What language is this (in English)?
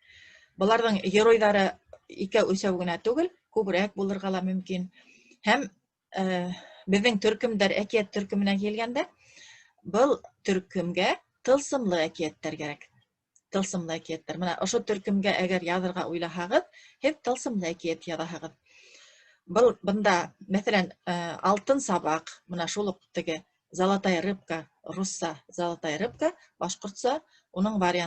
Bashkir